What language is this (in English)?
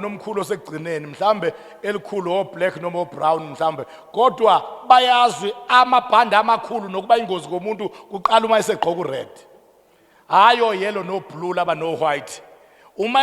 Zulu